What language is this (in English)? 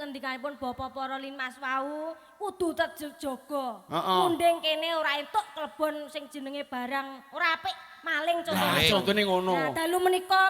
Javanese